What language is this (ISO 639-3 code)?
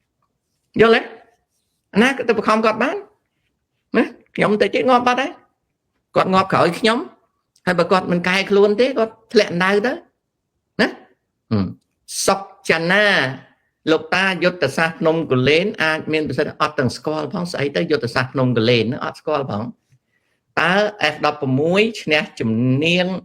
khm